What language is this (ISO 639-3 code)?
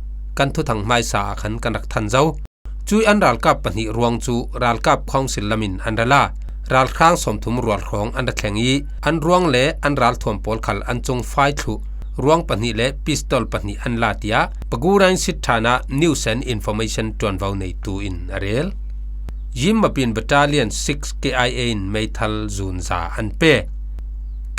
cfm